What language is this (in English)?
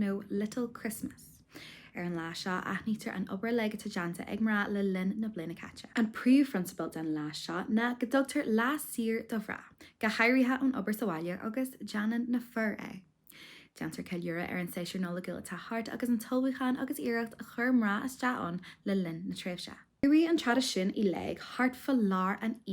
Irish